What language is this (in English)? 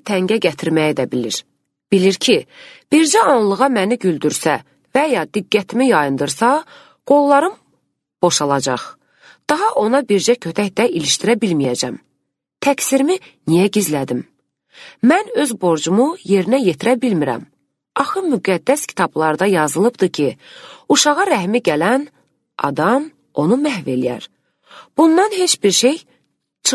Azerbaijani